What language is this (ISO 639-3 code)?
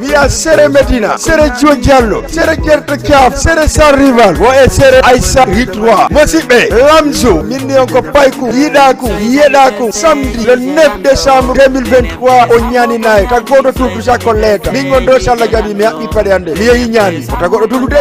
ful